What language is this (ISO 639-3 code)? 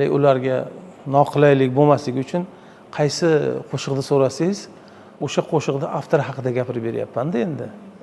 uzb